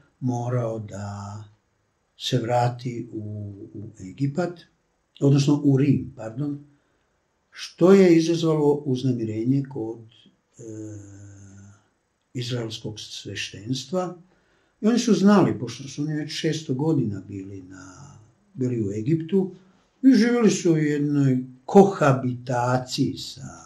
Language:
Serbian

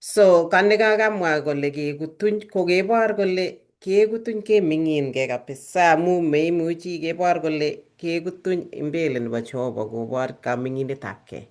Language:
Kalenjin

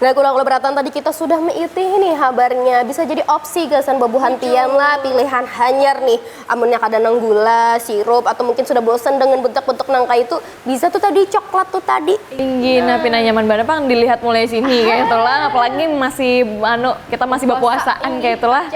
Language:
Banjar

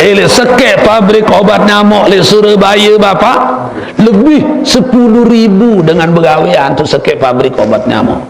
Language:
Sasak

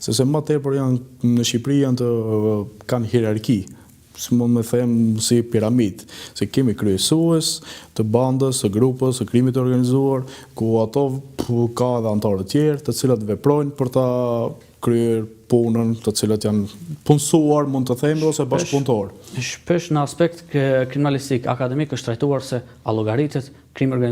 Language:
Albanian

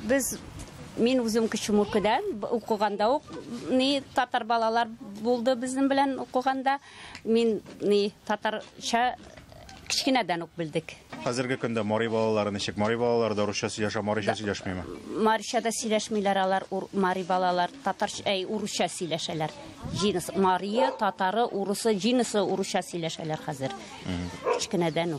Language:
Tatar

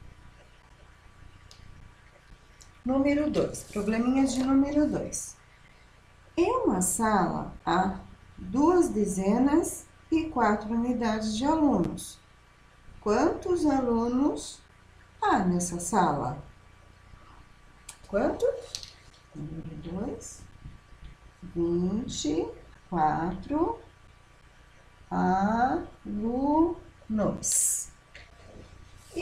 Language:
Portuguese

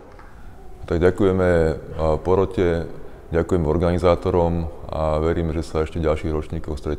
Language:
Slovak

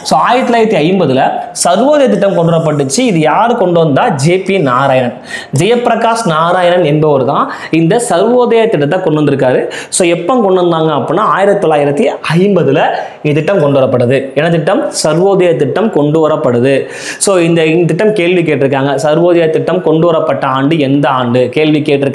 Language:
Tamil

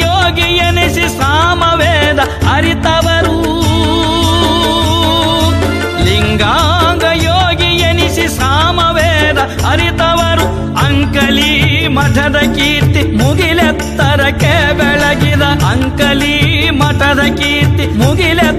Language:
Kannada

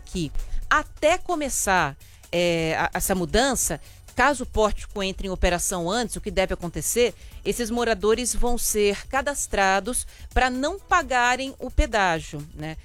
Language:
Portuguese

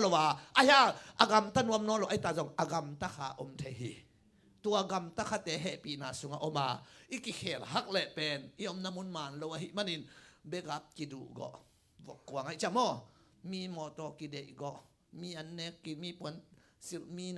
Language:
Tedim Chin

